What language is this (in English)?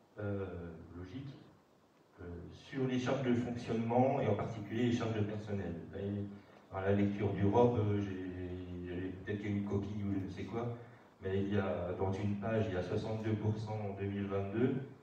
French